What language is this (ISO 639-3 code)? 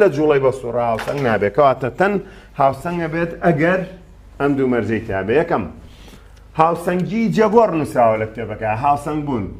ckb